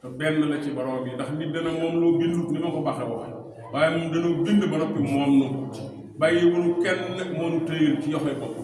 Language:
Wolof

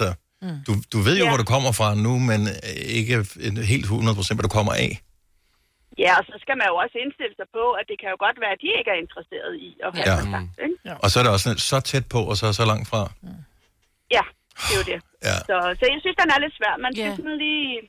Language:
Danish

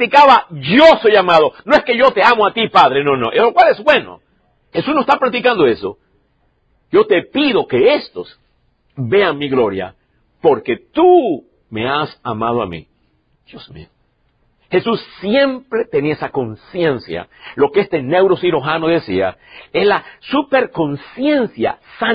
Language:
Spanish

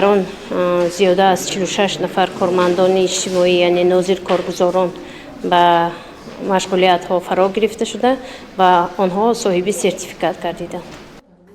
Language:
Tajik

